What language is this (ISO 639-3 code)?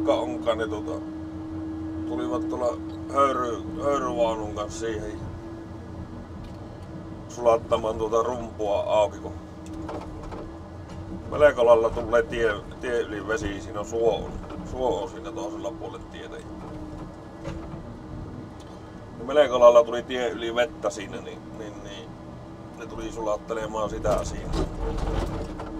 fin